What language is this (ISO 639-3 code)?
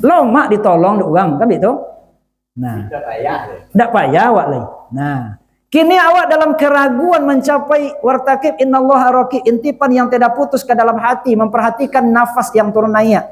min